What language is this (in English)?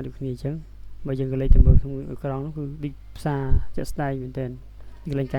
Khmer